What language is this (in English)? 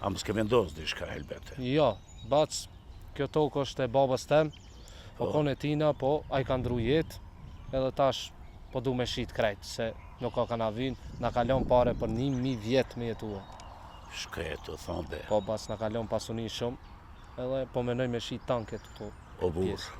Albanian